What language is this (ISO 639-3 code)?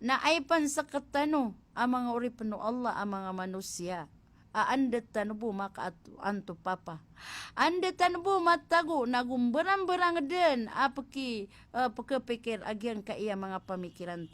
mrw